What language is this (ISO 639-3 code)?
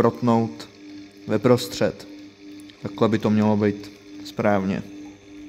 ces